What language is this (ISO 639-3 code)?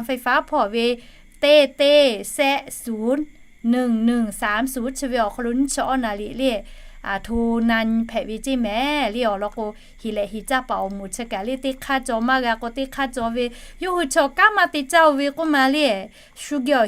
lhu